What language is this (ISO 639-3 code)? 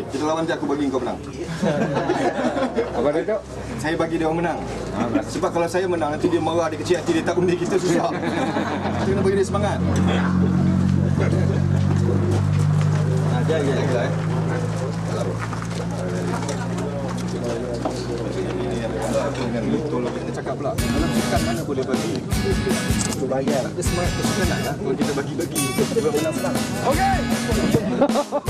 msa